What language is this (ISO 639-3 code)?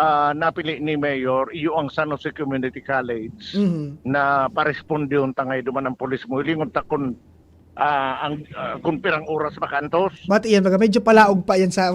bik